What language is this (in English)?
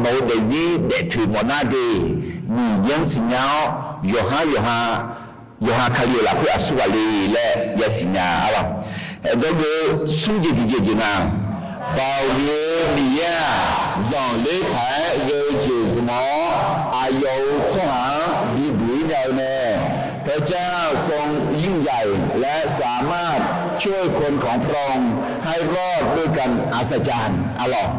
Akha